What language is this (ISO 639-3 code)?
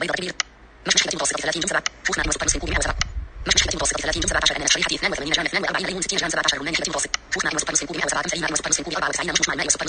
ars